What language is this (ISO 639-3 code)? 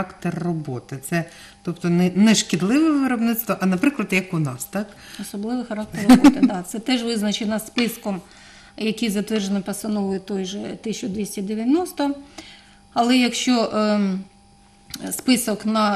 ukr